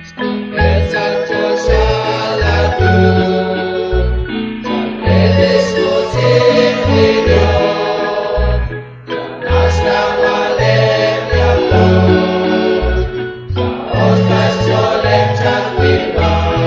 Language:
Kekchí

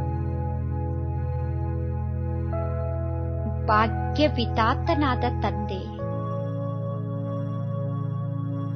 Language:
Kannada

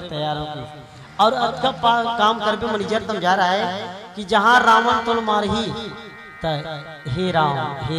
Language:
Chhattisgarhi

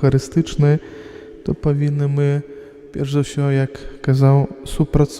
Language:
Belarusian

